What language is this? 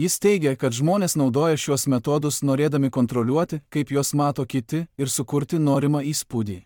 Lithuanian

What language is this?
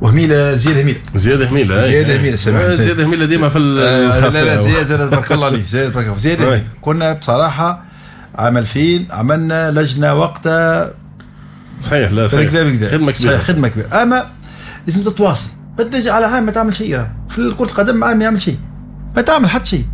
Tunisian Arabic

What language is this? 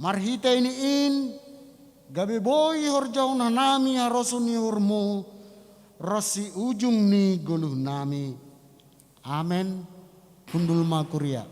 Batak Simalungun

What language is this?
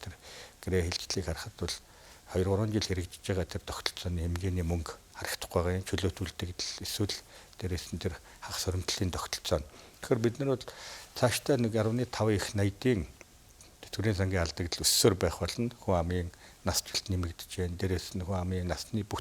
Mongolian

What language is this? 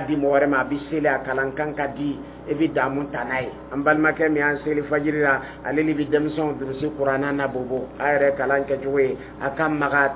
Dyula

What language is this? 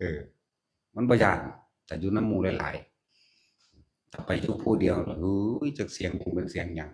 Northeastern Thai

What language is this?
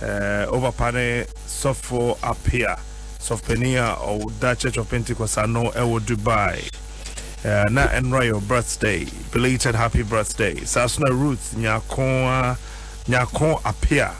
Akan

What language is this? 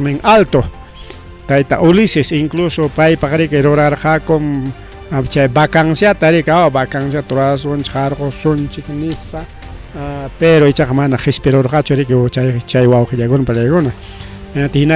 Ayacucho Quechua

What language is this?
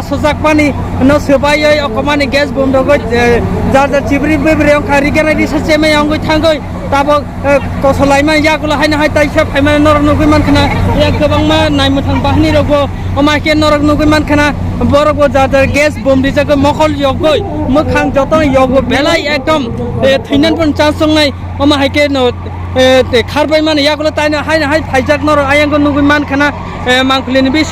Kok Borok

